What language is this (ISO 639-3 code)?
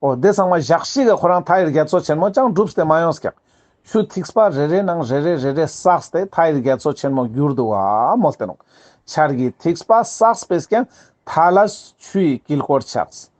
lbj